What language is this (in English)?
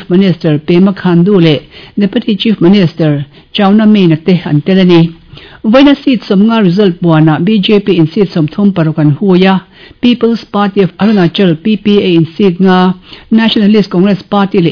Mizo